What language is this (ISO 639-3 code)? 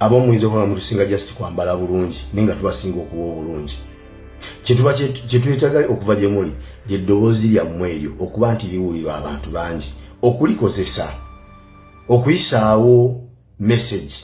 lug